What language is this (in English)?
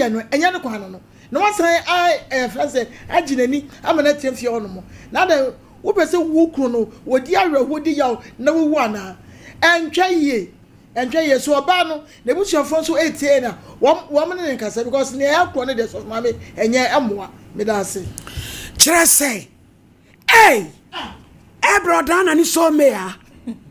Akan